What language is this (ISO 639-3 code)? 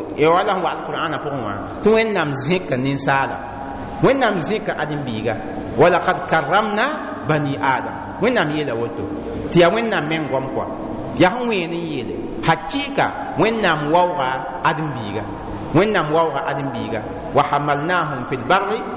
mos